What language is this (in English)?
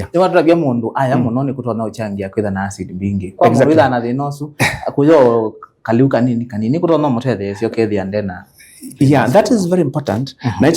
Kamba